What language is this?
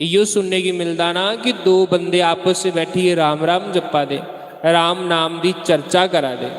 Dogri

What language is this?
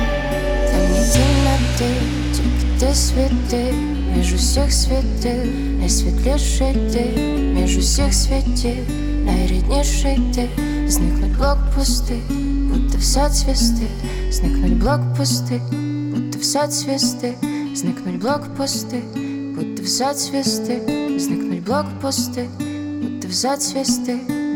Ukrainian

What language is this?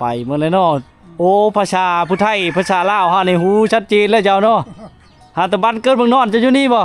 Lao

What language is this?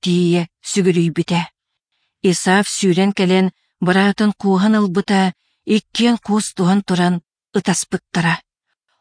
Yakut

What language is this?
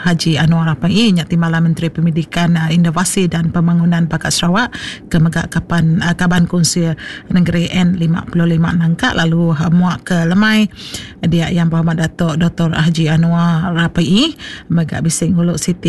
Iban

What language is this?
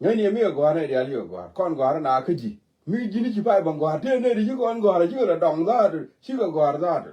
Nuer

